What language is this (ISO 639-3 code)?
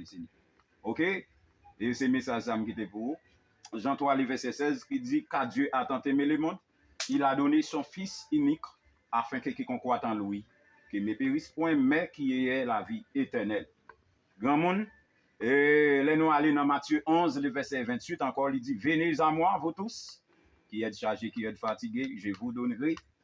hat